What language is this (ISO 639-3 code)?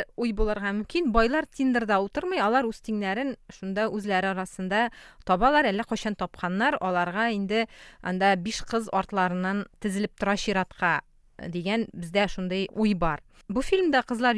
tat